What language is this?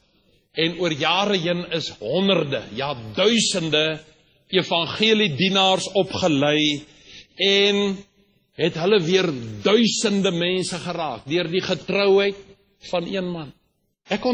Afrikaans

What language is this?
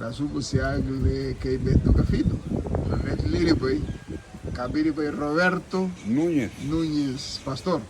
Garifuna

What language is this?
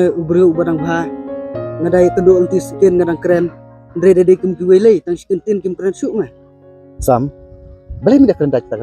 Khasi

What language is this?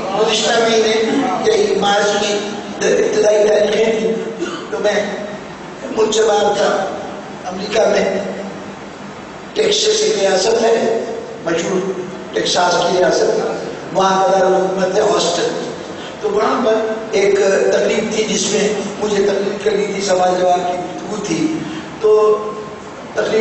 Urdu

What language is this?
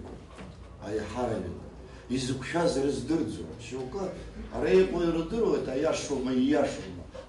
Abkhazian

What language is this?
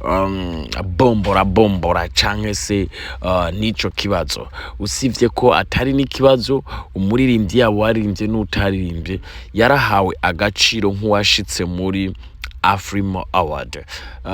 Rundi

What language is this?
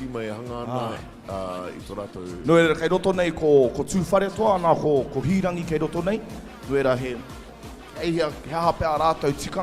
Māori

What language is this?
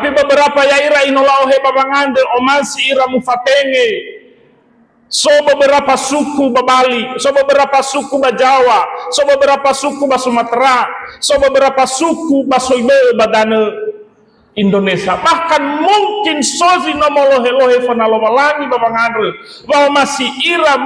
Nias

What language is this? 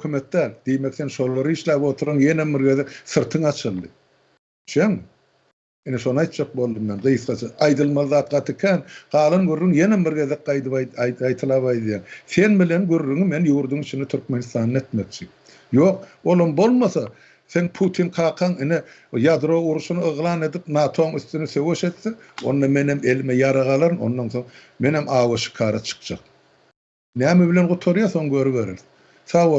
Turkmen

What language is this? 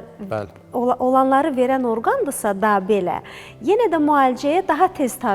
Azerbaijani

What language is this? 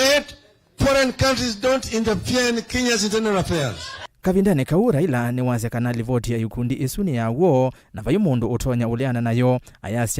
Kamba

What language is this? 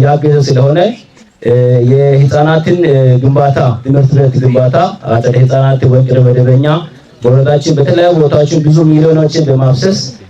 Amharic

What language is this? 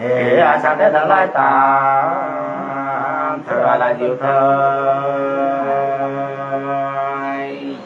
Nung (Viet Nam)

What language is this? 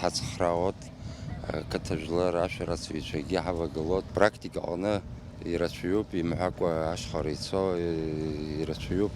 Abkhazian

